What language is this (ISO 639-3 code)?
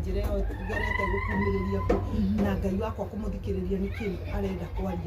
kik